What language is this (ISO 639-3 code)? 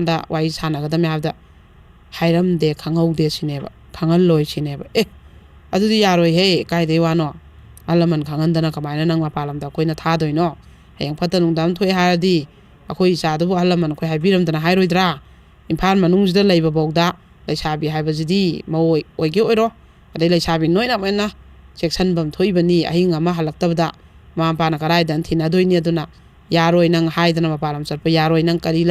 mni